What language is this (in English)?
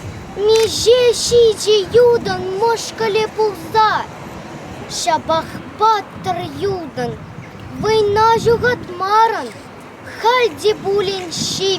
Chuvash